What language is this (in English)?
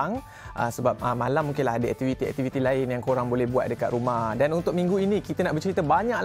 Malay